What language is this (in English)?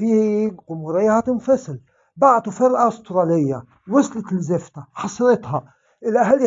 Egyptian Arabic